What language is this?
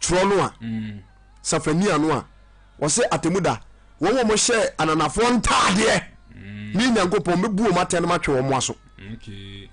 Akan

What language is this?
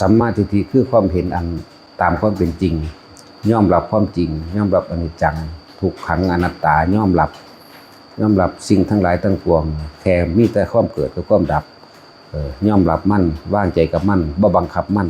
Northeastern Thai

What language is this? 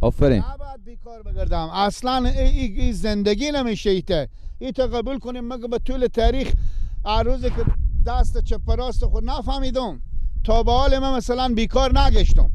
Persian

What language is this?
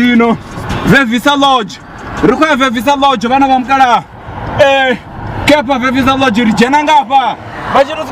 Venda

